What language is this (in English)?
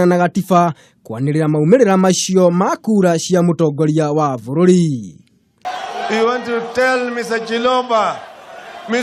Kikuyu